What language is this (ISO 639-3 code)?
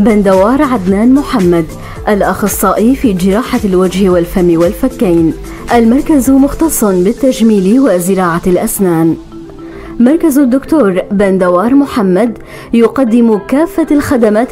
apc